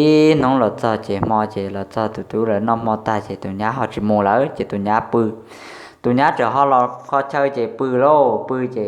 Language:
Hmong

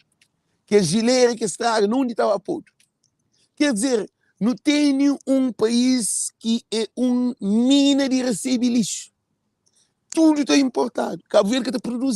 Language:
Kabuverdianu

